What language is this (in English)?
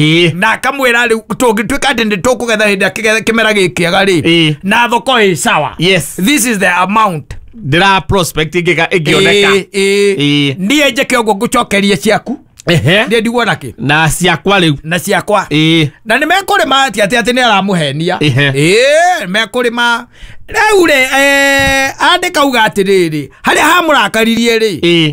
Kikuyu